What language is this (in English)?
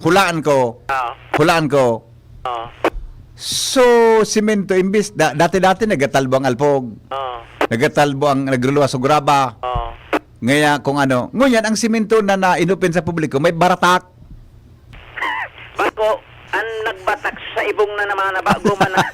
Bikol